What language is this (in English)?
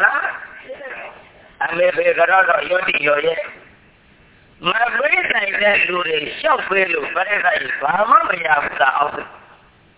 Burmese